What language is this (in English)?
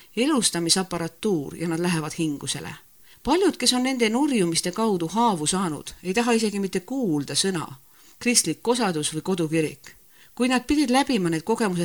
Estonian